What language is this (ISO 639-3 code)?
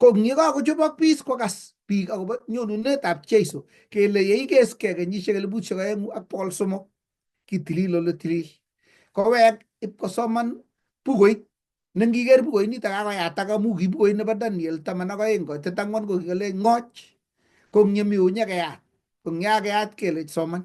kln